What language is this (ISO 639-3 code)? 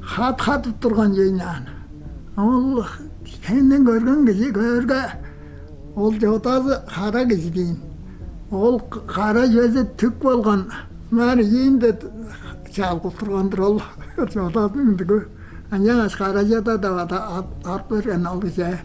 tyv